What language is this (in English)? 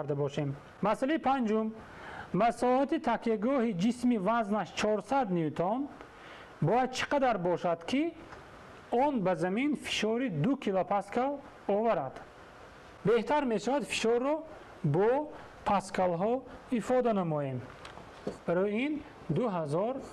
Tajik